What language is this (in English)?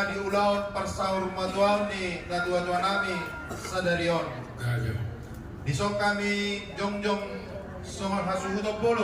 Batak Toba